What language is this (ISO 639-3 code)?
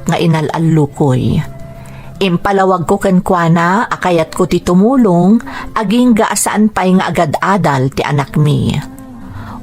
ilo